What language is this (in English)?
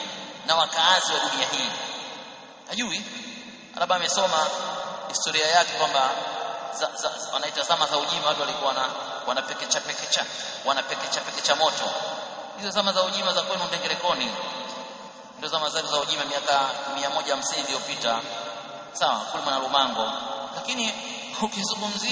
Swahili